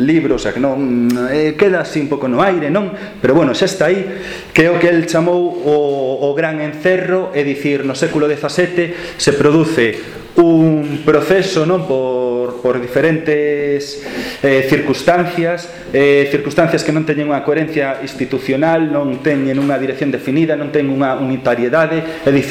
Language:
Galician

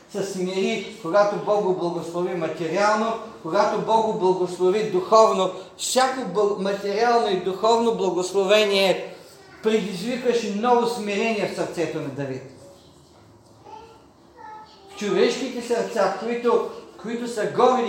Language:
Bulgarian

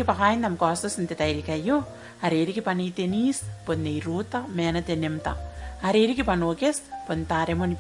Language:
Gilbertese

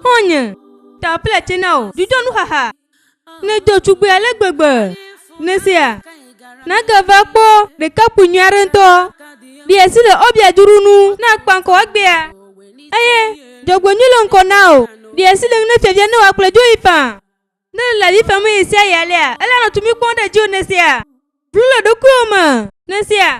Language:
Ewe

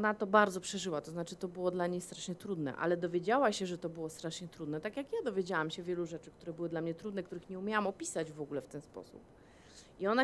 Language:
Polish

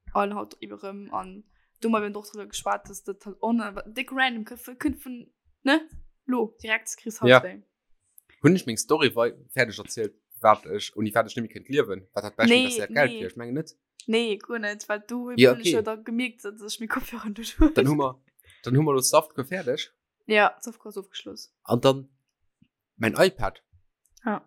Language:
Luxembourgish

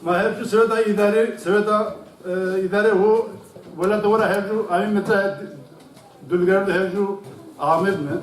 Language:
Zaza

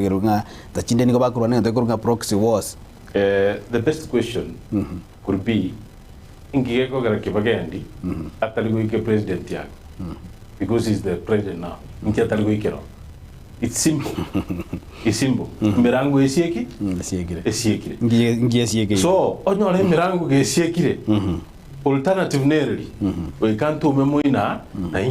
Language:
Gusii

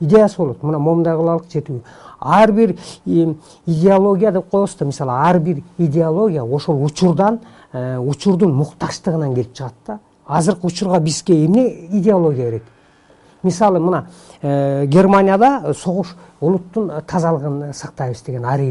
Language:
Kyrgyz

